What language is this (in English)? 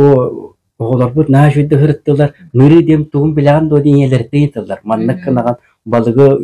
Yakut